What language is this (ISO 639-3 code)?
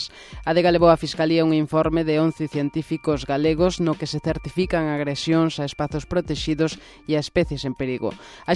glg